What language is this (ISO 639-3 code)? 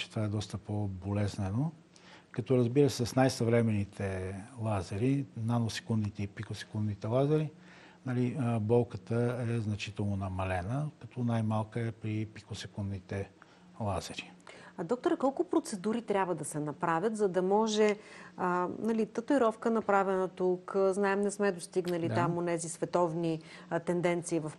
bul